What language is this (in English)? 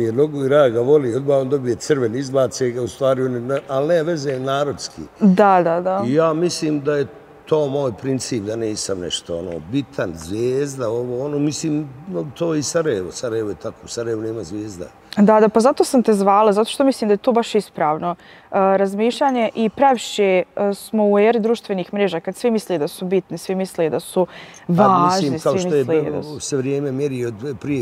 Bosnian